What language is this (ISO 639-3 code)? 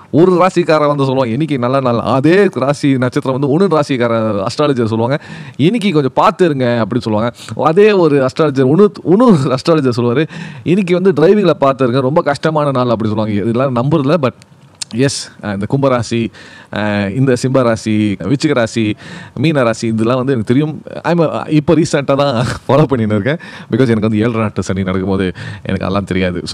tam